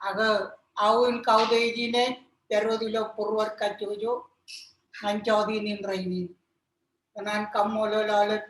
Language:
Marshallese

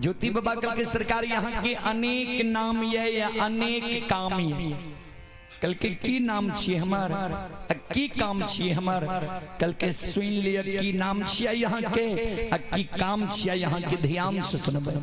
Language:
Maithili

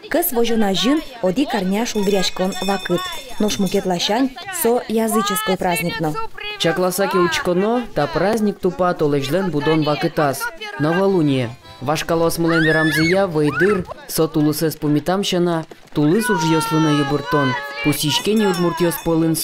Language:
Udmurt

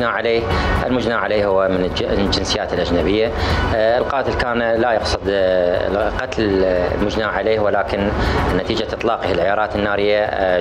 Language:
Mesopotamian Arabic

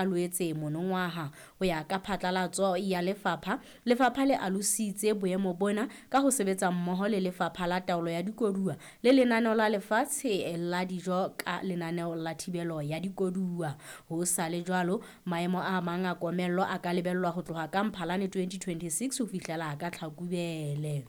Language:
Southern Sotho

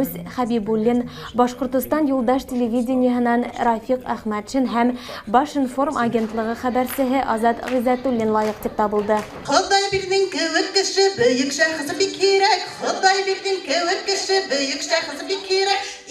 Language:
Bashkir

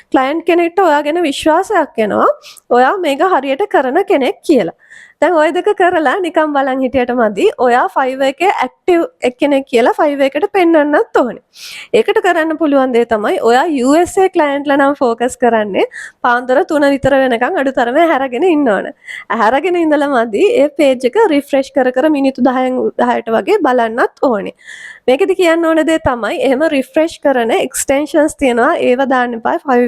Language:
Sinhala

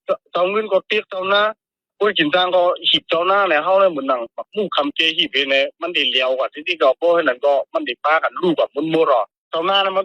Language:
Shan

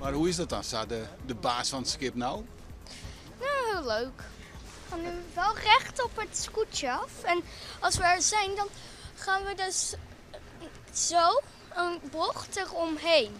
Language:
Western Frisian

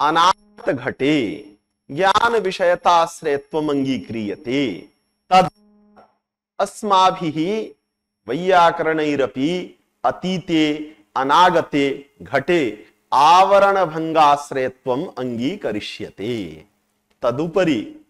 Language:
Sanskrit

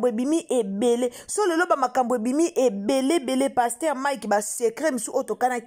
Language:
Lingala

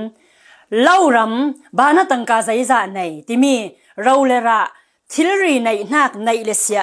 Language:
Falam Chin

